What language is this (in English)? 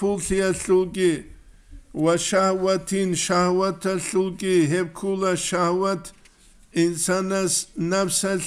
Avaric